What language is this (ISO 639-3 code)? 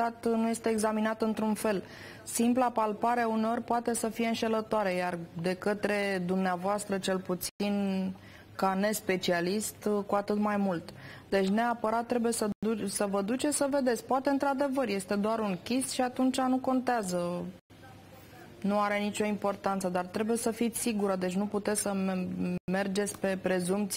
ron